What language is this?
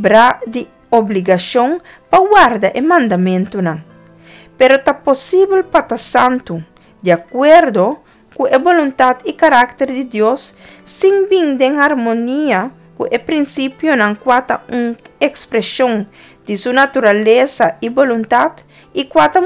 Papiamento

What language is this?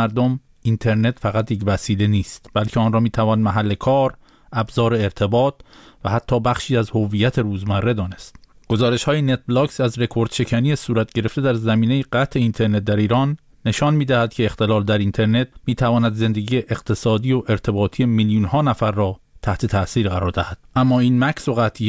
Persian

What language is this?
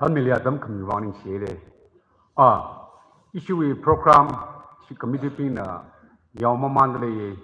Tangkhul Naga (India)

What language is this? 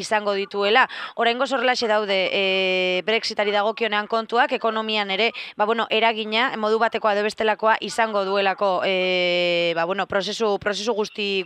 Basque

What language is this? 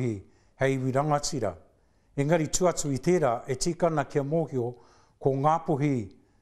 Māori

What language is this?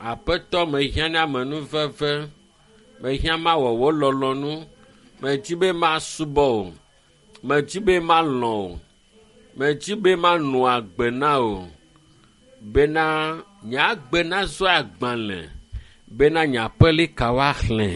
Ewe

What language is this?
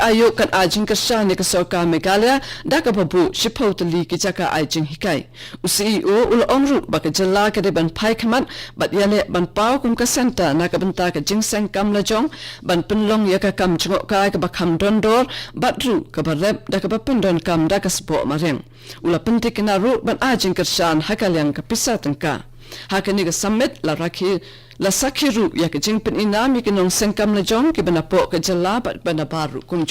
Khasi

